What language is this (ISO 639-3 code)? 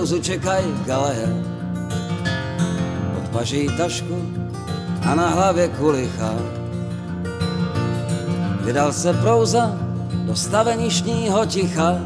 ces